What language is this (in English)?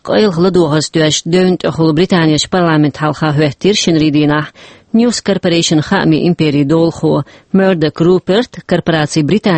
Chechen